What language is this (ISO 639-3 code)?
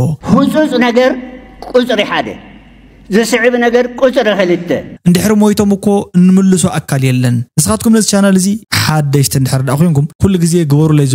tir